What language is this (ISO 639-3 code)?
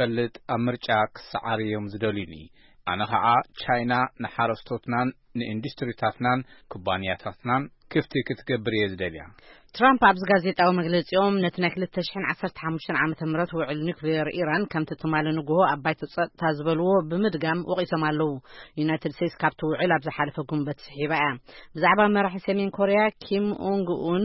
tir